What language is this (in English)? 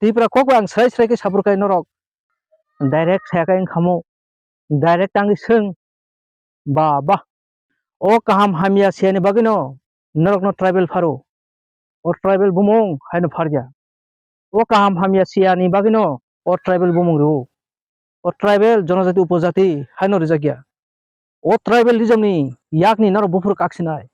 Kok Borok